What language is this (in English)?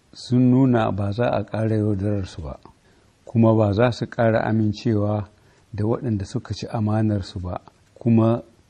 Hausa